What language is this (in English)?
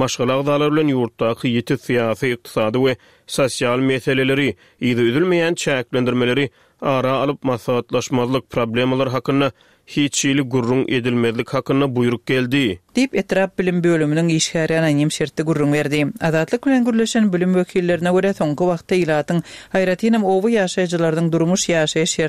Turkmen